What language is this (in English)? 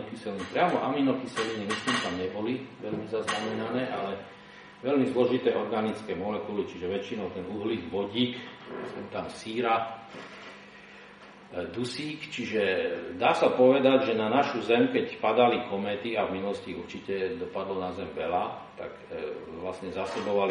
Slovak